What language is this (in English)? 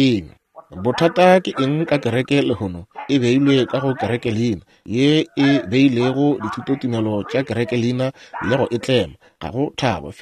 Northern Sotho